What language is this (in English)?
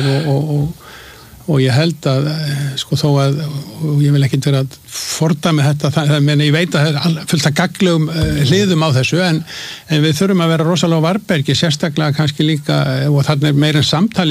Icelandic